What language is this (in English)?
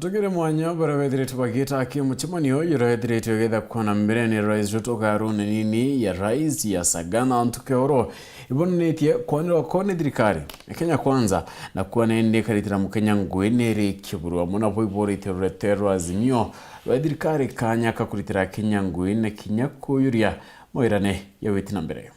Meru